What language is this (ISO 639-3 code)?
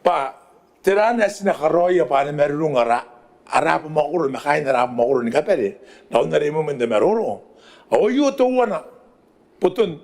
gil